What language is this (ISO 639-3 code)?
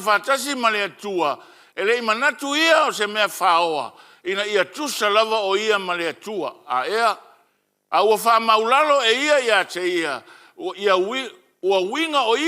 smo